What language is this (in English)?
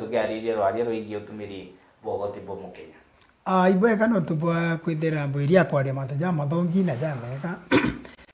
Meru